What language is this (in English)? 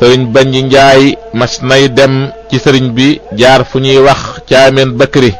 Wolof